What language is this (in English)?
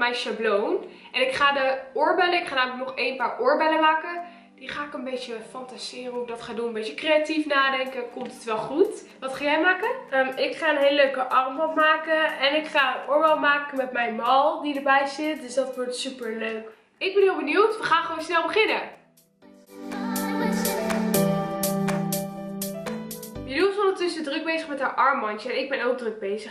Dutch